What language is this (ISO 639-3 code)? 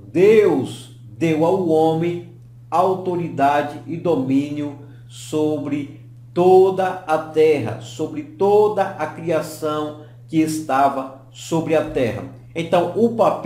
por